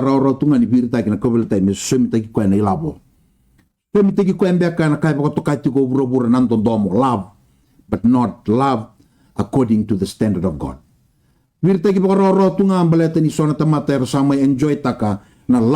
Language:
Fijian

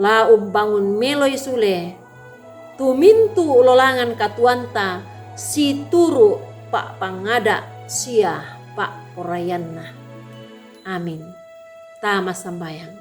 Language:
Toraja-Sa'dan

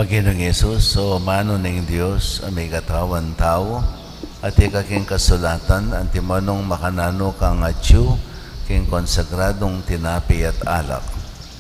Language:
Pampanga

